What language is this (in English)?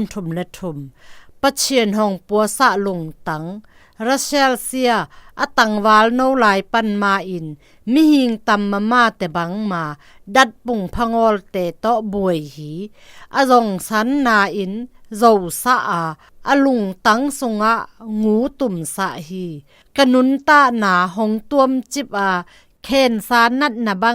Zou